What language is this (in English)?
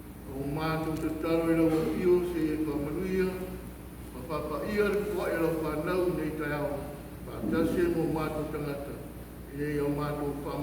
Samoan